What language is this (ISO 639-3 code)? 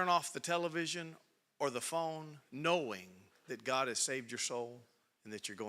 eng